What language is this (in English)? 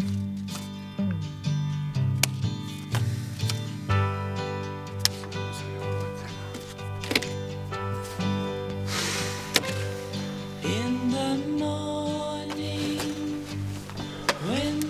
Spanish